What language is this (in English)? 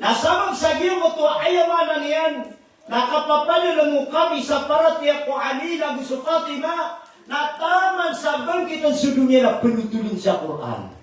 Maranao